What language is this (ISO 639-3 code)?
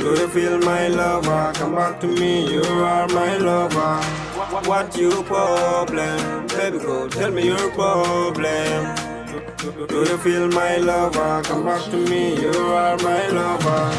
ful